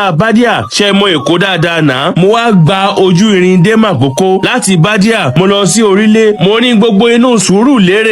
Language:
Yoruba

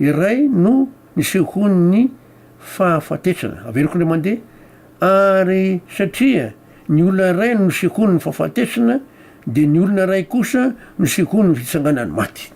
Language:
Malagasy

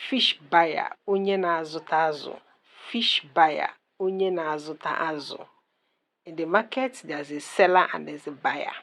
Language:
Igbo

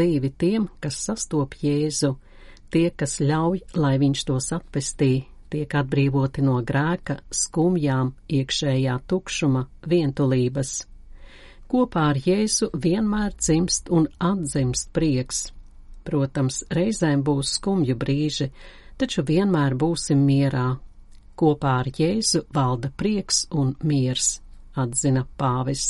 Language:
Latvian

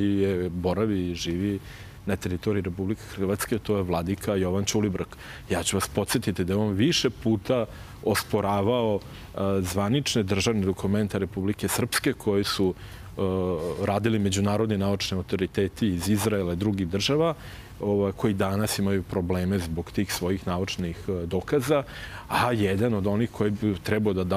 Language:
Serbian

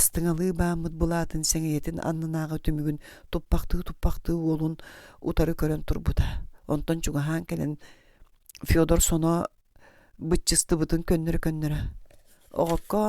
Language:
Yakut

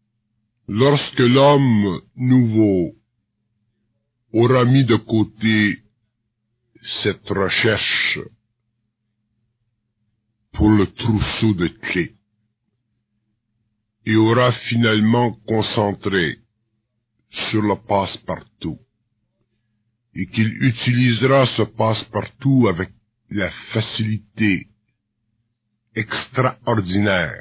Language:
French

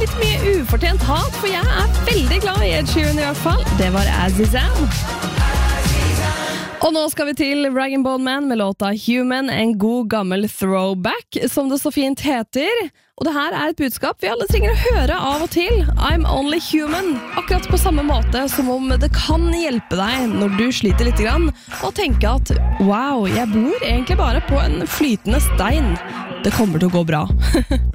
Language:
Norwegian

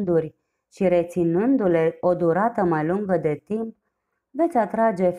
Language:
Romanian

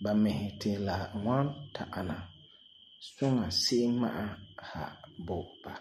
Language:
Frafra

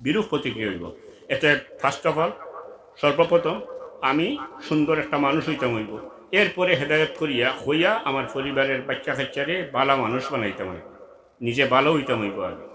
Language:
Sylheti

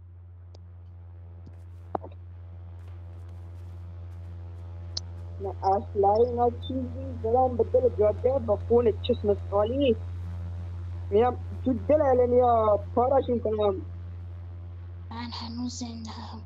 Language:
Persian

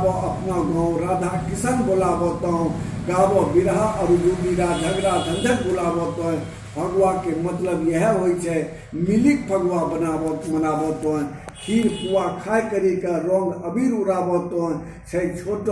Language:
Angika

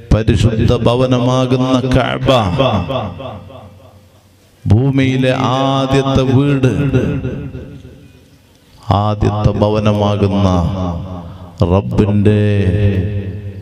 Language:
Malayalam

